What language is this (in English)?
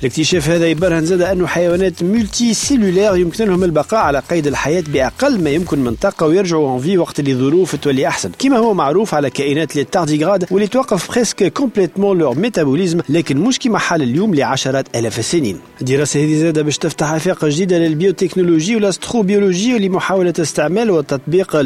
Tunisian Arabic